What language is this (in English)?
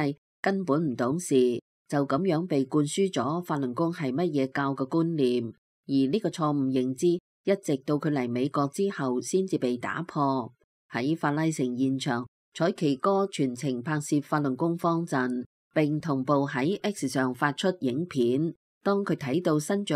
Cantonese